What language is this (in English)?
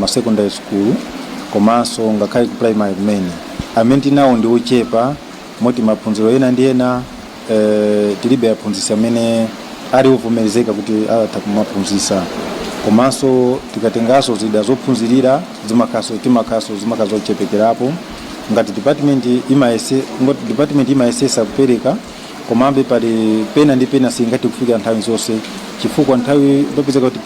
Nyanja